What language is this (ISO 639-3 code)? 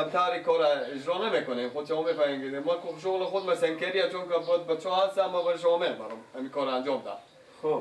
fas